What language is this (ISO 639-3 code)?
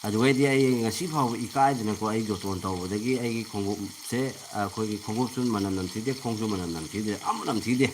mni